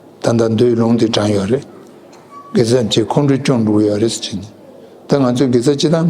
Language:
Tibetan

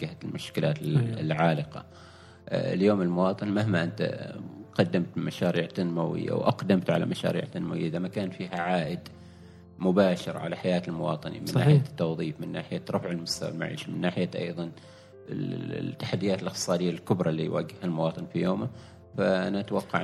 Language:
Gulf Arabic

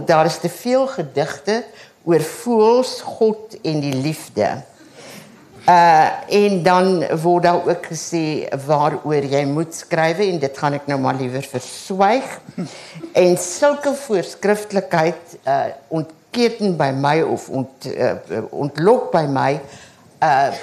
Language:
Afrikaans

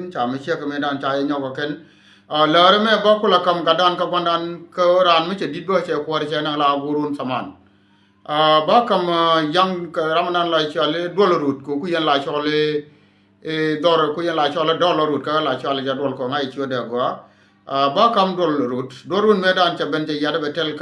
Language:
Nuer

